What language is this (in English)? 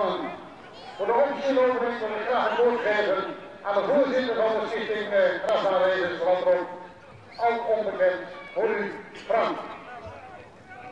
Dutch